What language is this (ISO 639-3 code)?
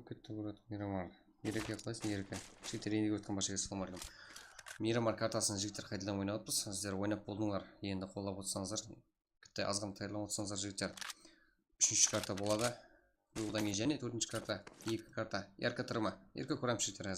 kaa